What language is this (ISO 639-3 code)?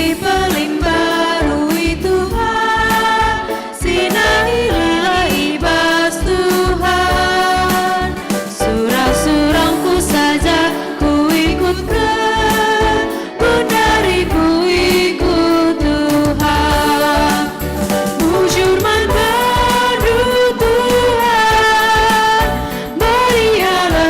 btx